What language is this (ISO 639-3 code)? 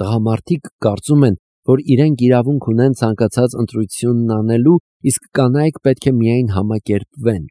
hye